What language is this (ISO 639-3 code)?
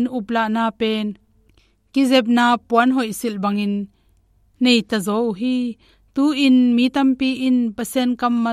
ctd